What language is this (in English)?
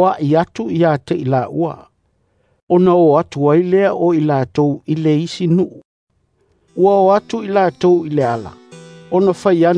Samoan